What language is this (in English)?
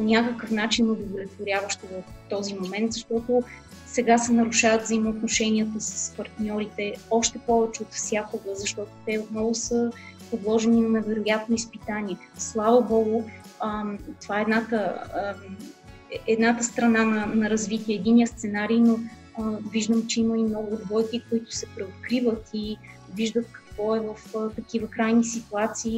Bulgarian